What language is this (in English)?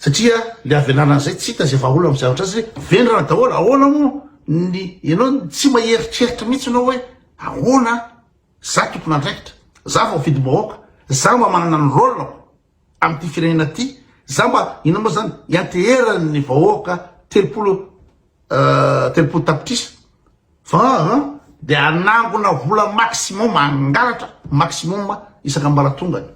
Malagasy